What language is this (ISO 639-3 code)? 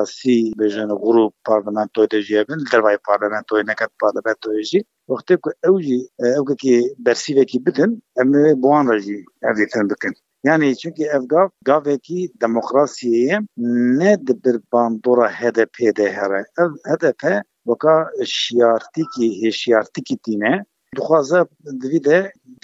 kur